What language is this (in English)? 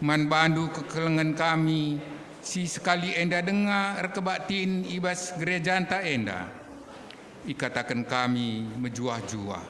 Batak Karo